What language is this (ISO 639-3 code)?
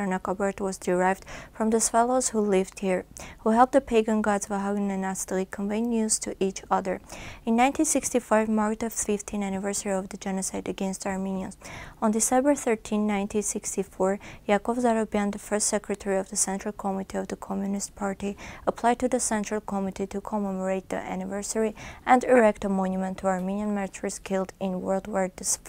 eng